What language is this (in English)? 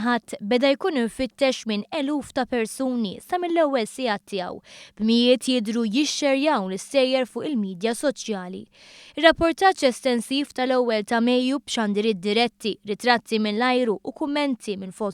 Maltese